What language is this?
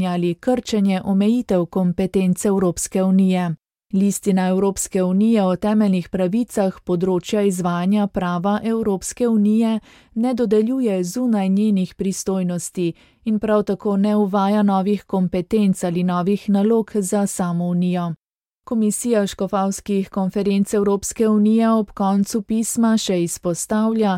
Slovenian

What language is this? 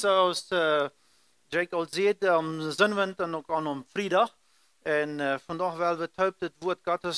Plautdietsch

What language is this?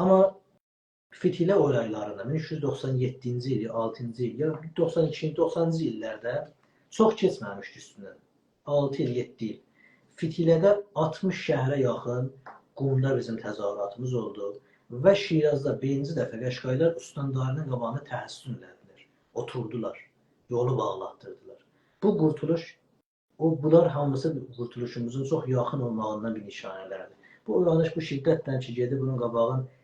South Azerbaijani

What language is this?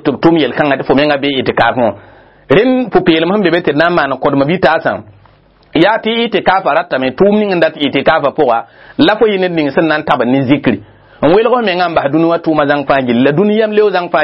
Mossi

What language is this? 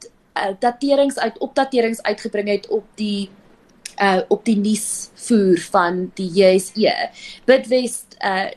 Afrikaans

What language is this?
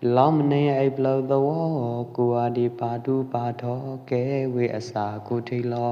Pwo Eastern Karen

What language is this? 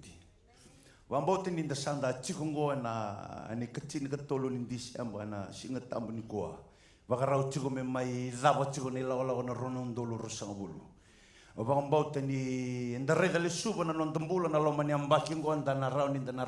Fijian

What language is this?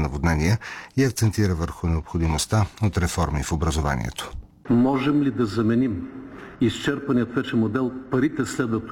Bulgarian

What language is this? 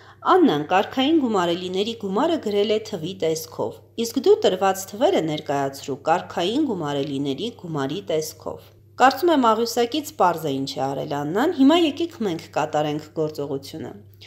Armenian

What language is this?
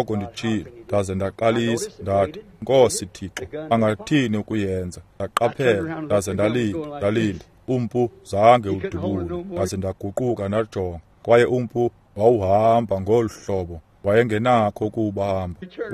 Xhosa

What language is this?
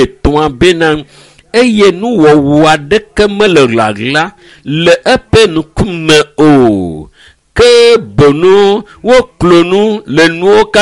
Ewe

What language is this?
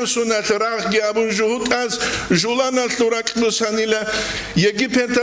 Avaric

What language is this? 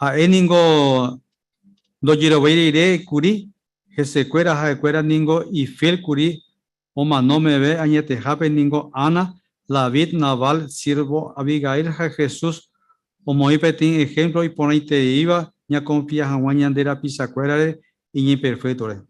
Guarani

